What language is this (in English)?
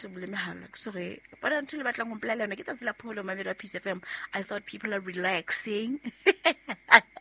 Southern Sotho